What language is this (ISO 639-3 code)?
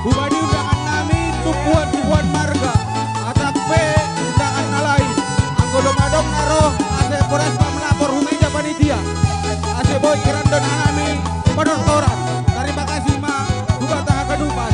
bts